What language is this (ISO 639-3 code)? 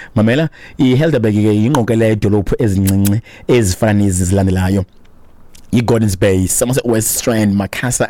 xho